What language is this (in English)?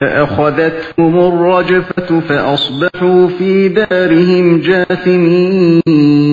Uyghur